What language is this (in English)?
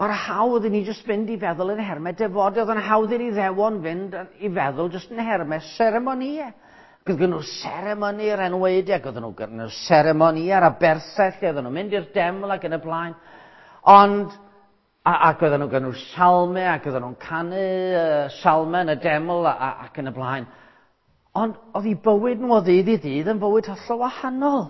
Welsh